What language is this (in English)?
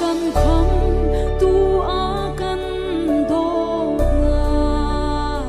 Hakha Chin